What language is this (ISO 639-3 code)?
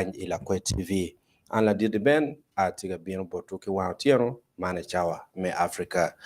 ach